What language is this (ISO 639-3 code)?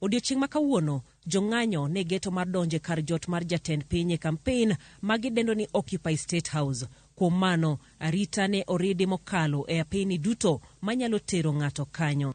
luo